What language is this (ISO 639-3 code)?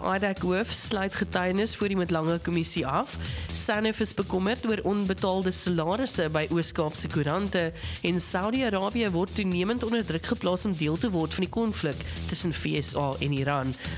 afr